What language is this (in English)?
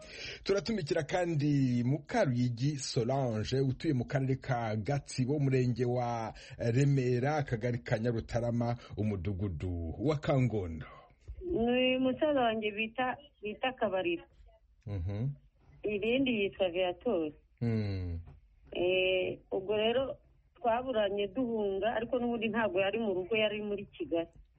Kinyarwanda